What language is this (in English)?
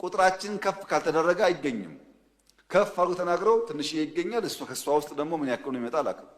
Amharic